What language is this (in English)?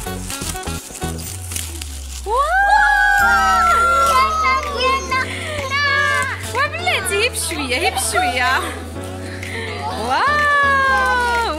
Moroccan Arabic